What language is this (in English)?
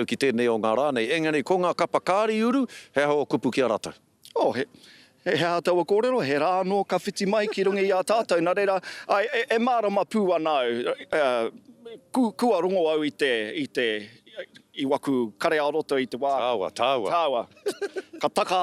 Māori